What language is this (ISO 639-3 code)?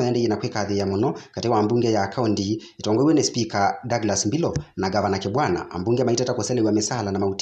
kam